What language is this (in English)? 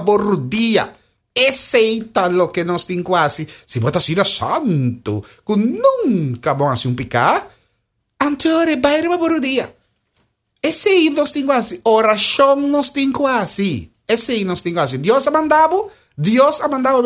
Papiamento